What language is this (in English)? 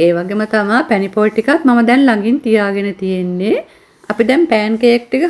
Sinhala